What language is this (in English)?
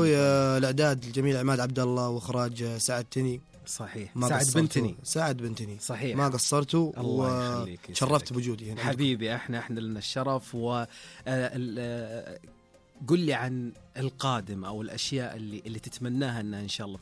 Najdi Arabic